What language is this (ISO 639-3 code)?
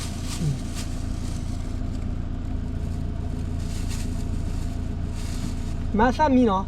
ksw